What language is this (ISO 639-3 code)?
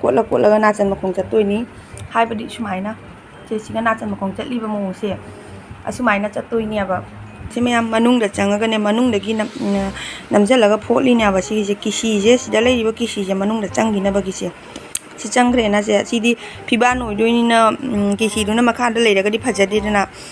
mni